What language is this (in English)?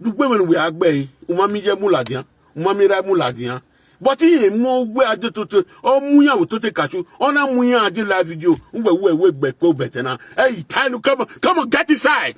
Nigerian Pidgin